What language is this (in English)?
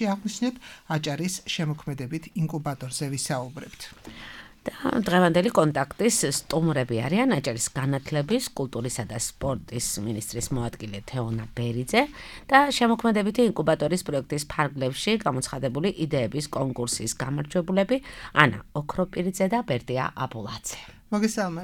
Georgian